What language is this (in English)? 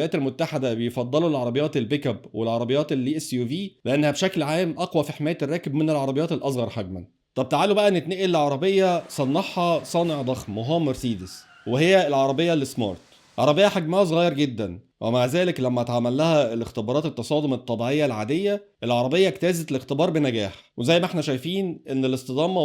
Egyptian Arabic